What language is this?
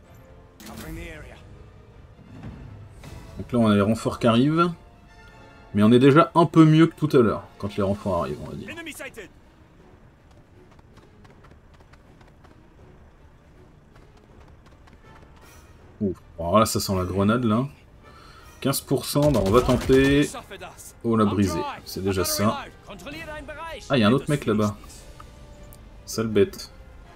French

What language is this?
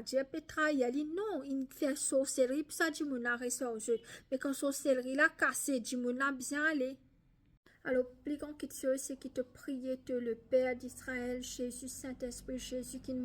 Morisyen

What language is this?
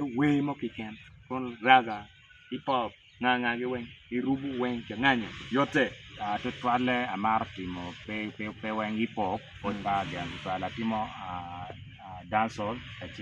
Acoli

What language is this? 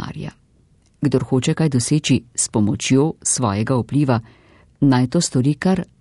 Slovenian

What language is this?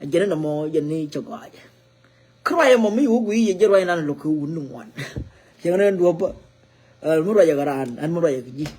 Nuer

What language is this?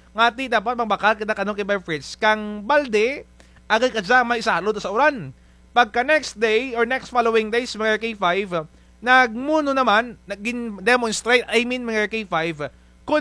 Kinaray-a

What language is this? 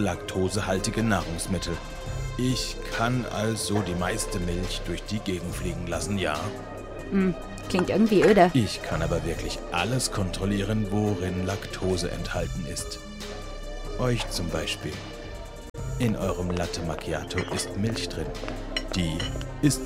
German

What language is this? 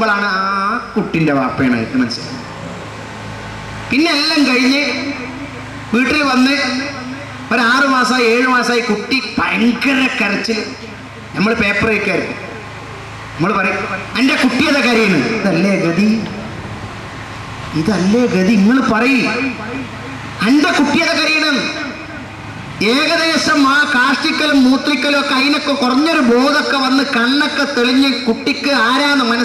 Malayalam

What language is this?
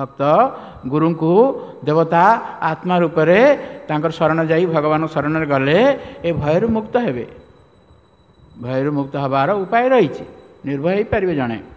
Odia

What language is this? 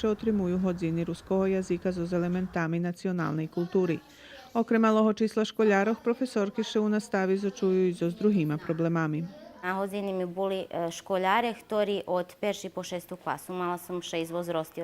Rusyn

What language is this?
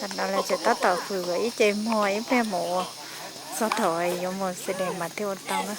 Hmong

